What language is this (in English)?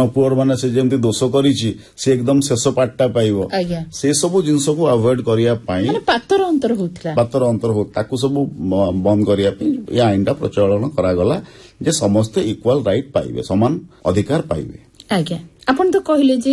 Odia